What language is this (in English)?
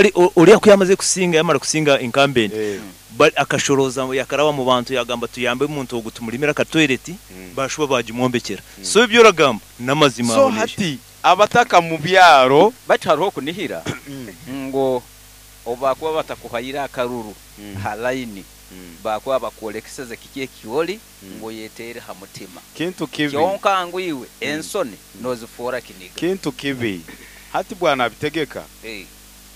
Nyoro